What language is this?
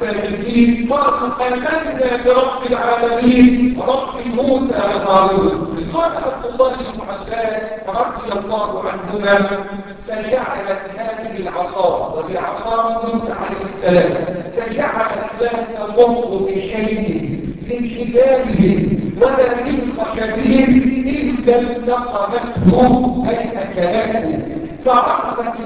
Arabic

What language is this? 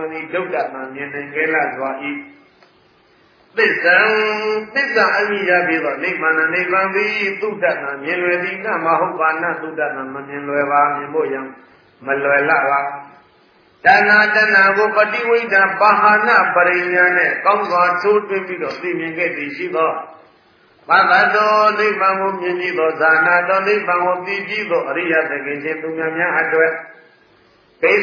Burmese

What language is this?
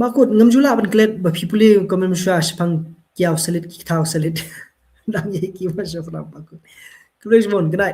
Khasi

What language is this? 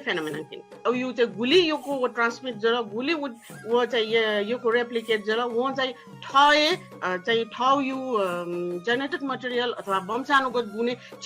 Newari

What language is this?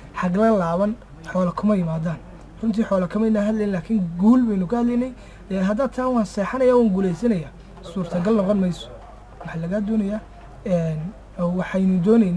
Somali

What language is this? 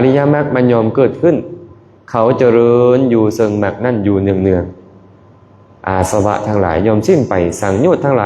Lao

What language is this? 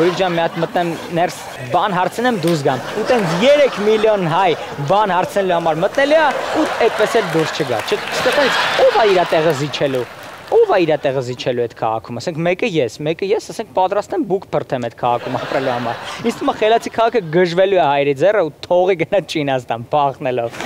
Armenian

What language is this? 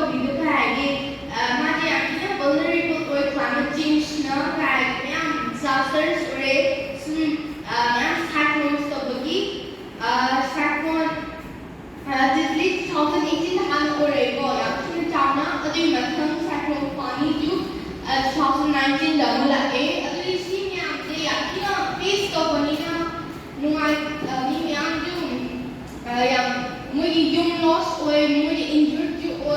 Manipuri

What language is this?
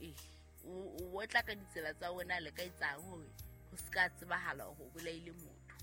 Southern Sotho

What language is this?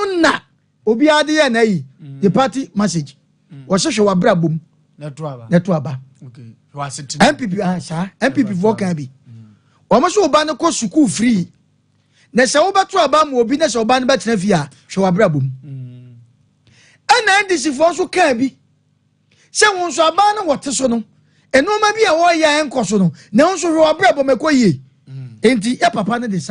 Akan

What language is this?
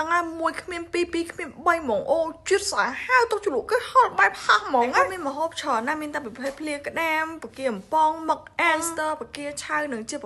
Khmer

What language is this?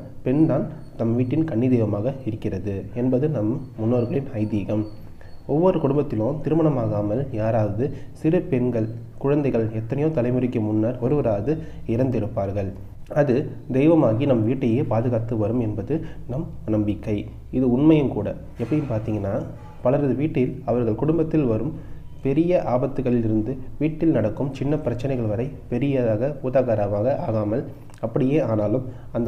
Tamil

